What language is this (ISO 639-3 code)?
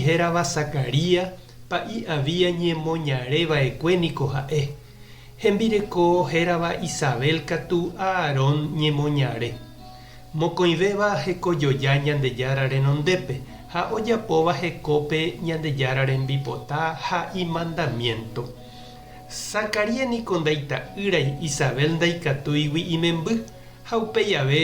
grn